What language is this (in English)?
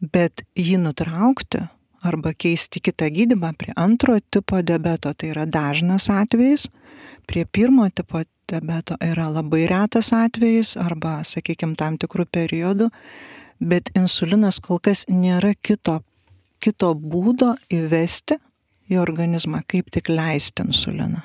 Lithuanian